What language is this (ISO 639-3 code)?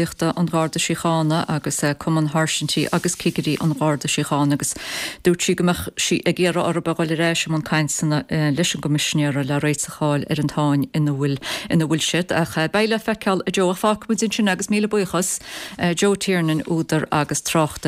gle